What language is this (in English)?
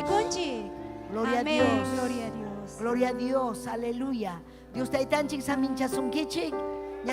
Ayacucho Quechua